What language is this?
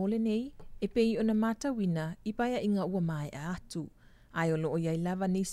Samoan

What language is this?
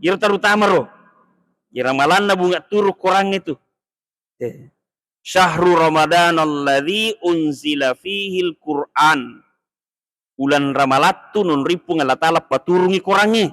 Buginese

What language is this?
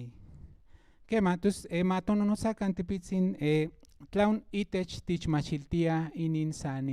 Central Nahuatl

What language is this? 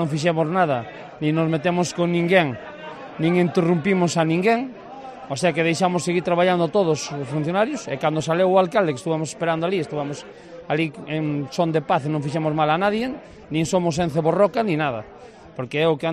Galician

